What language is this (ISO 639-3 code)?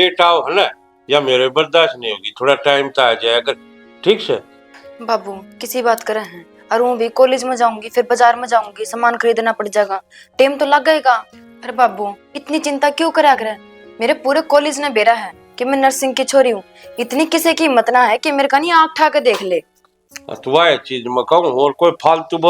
bgc